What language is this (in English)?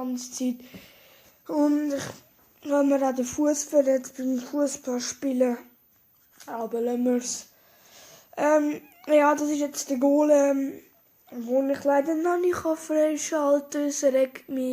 Swiss German